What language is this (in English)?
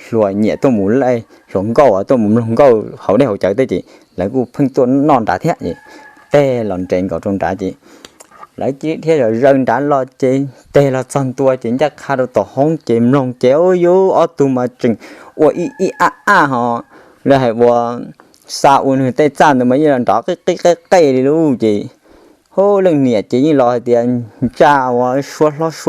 Hmong